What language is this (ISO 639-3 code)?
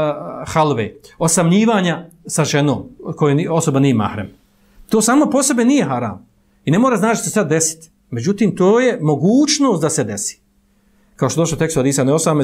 bos